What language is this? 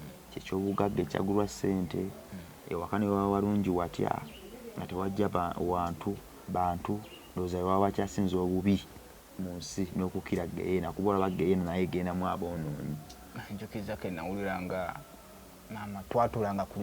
Ganda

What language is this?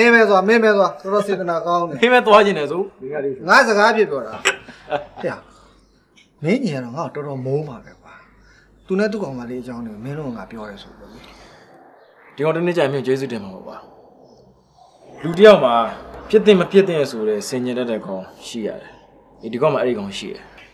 Burmese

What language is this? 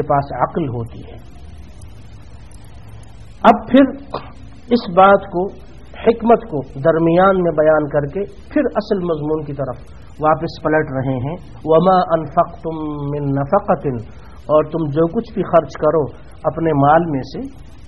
Urdu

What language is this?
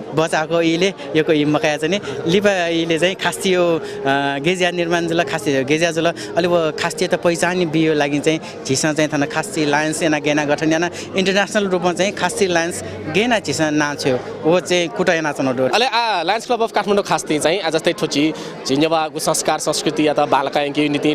Newari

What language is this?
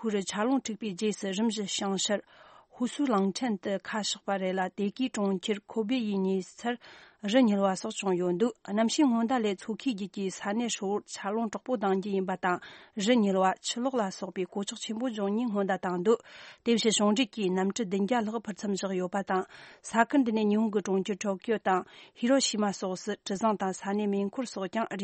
Tibetan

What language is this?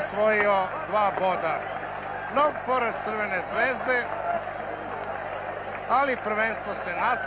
Serbian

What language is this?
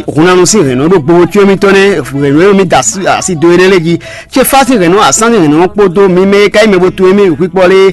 Fon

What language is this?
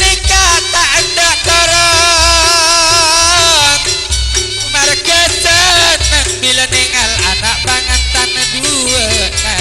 Madurese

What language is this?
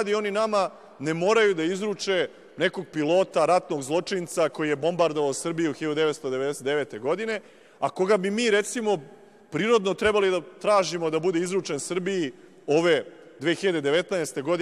Serbian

